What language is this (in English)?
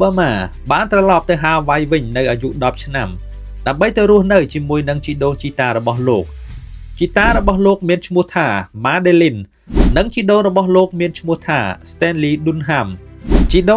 Khmer